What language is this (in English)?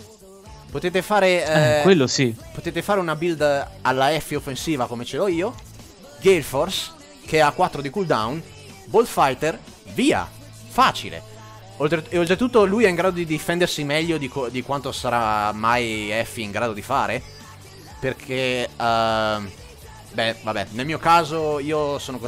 Italian